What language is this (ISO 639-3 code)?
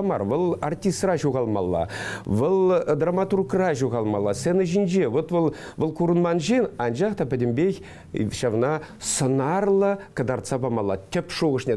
chv